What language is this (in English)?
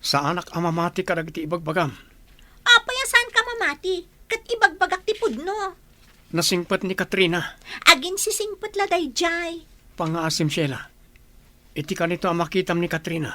Iloko